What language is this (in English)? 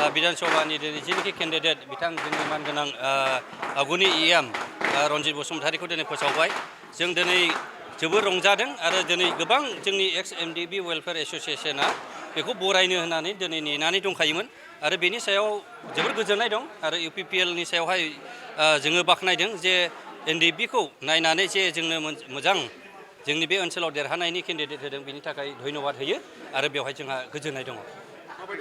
Bodo